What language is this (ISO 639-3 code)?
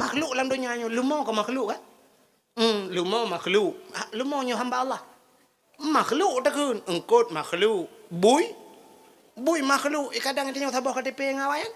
ace